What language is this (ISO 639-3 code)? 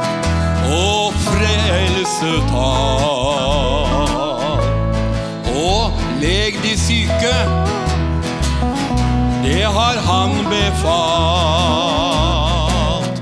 nor